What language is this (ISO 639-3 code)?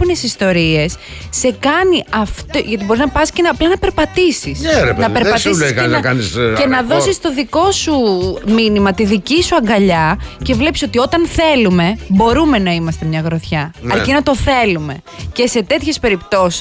ell